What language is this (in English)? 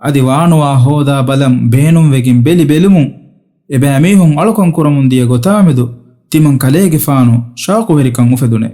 Divehi